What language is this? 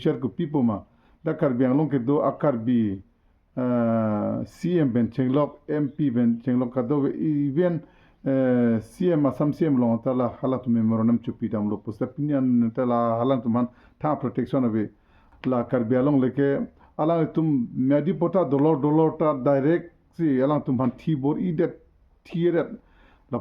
Karbi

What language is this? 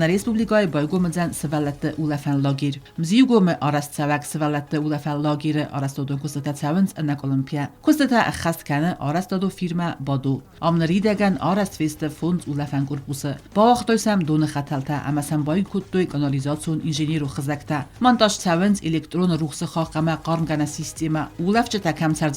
Ossetic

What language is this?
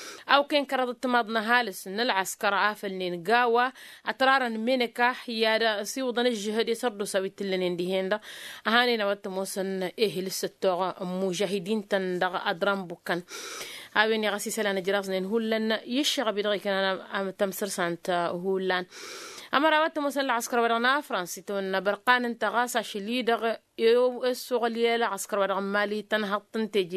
Tamasheq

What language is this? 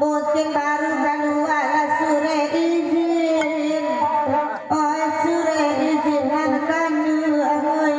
Minangkabau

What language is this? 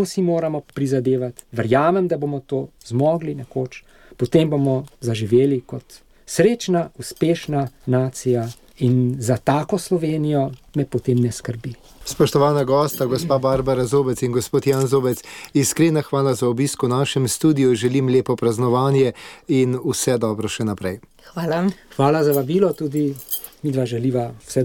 Slovenian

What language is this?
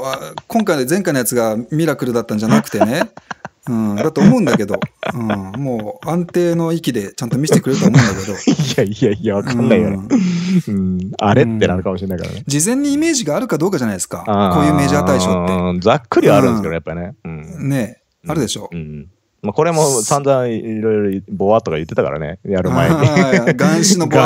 Japanese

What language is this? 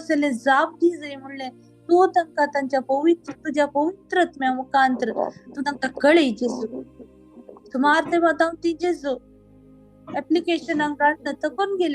Konkani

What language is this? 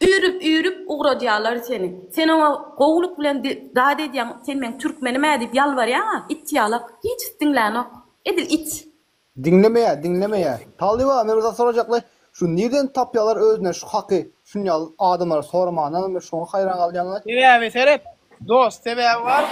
Turkmen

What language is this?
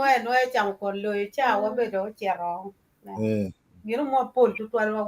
Acoli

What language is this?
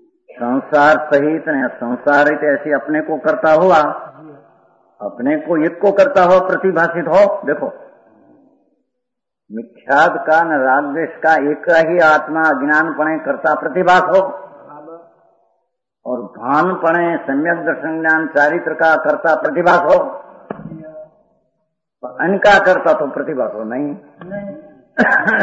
Hindi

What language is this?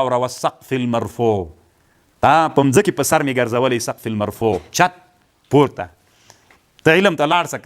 Pashto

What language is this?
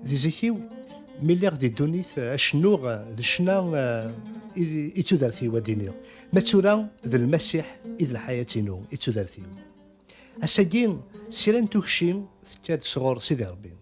Kabyle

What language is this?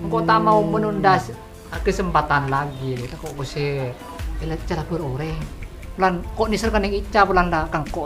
Madurese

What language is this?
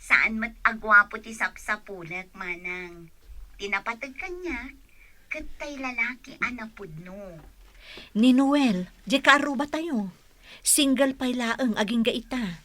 Iloko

